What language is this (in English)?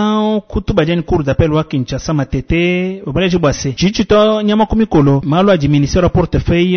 Luba-Lulua